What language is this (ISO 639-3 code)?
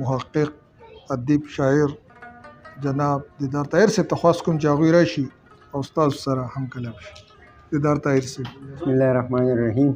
pus